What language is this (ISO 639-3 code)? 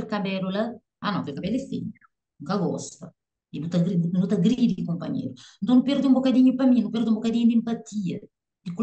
kea